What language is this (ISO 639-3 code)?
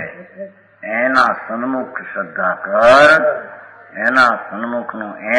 guj